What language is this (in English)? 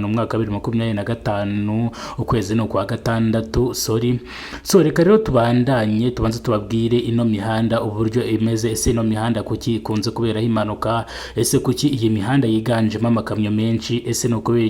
Kinyarwanda